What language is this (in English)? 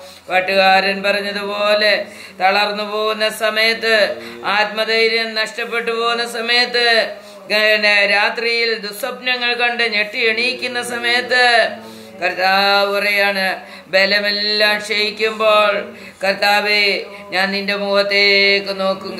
Malayalam